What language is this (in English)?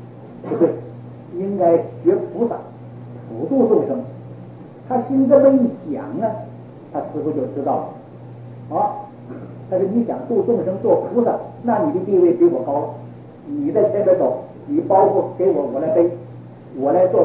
Chinese